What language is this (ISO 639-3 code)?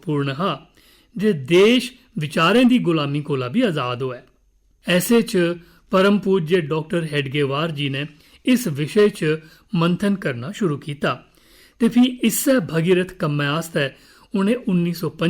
doi